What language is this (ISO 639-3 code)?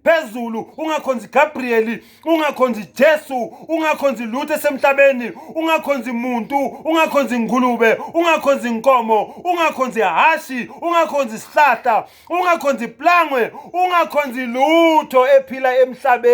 zul